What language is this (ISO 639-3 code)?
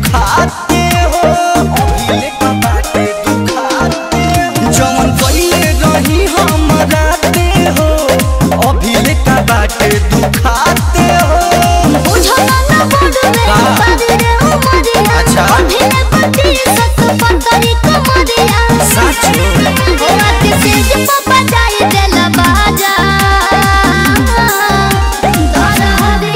bho